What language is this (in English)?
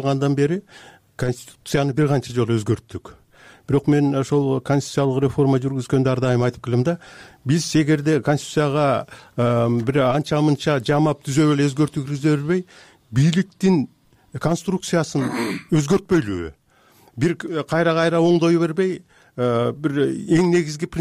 Kyrgyz